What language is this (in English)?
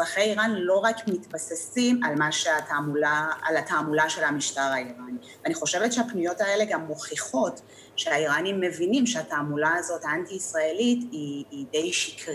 Hebrew